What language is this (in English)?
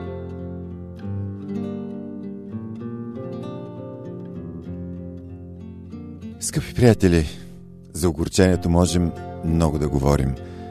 Bulgarian